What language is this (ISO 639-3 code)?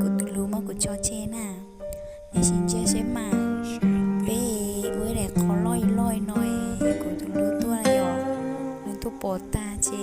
hmn